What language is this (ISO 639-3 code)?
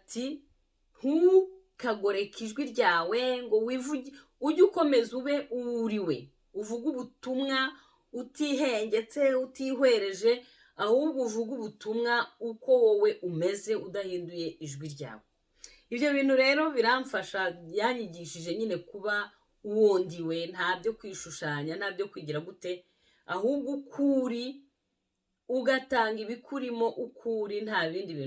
kin